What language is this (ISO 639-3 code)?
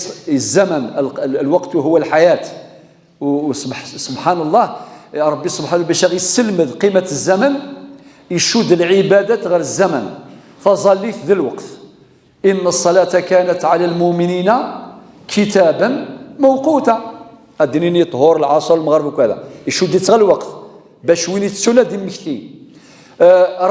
kab